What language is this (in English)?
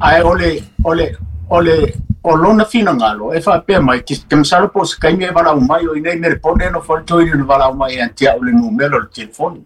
Samoan